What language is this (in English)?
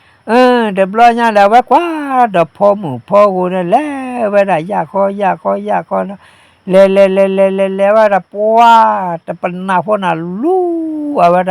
S'gaw Karen